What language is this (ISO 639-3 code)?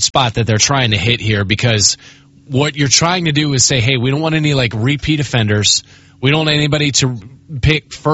eng